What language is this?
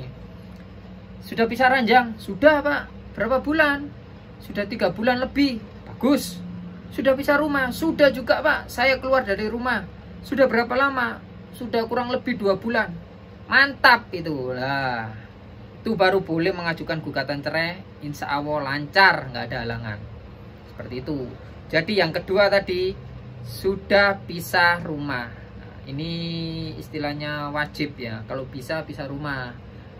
Indonesian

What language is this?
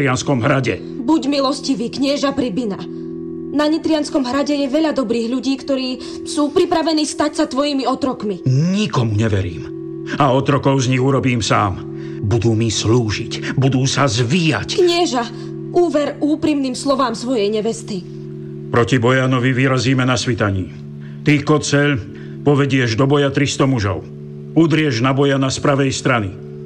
Slovak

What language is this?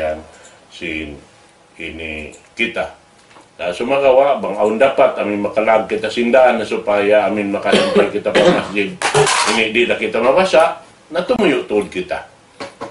Tausug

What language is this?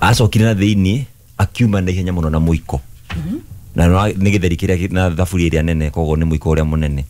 Kikuyu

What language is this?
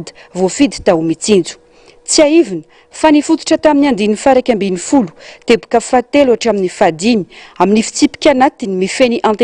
Malagasy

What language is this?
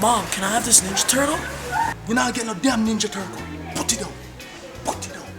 Jamaican Creole English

